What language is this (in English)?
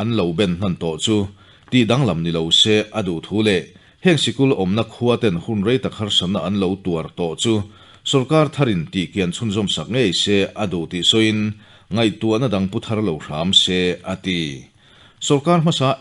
Mizo